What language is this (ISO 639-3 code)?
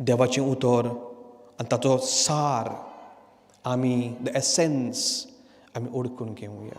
kok